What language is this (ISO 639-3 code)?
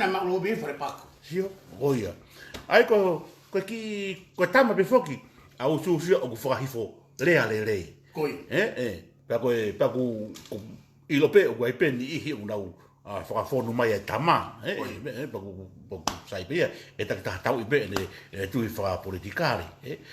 ton